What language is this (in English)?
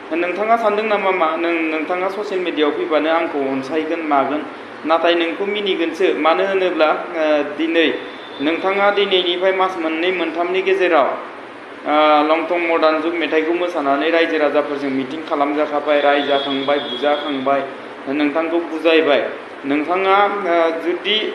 Bodo